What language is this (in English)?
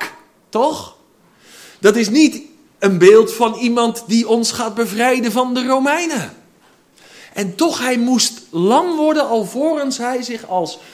Dutch